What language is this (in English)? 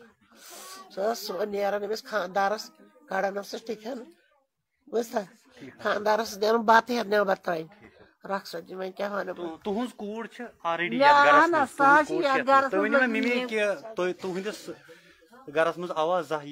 Kashmiri